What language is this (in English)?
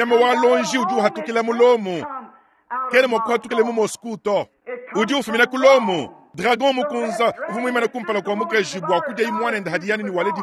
Luba-Lulua